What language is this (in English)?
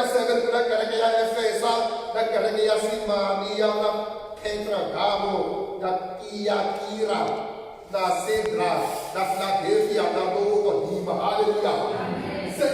Tsonga